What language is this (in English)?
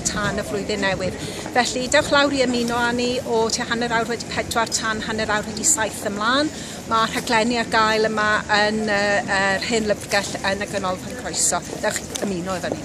Welsh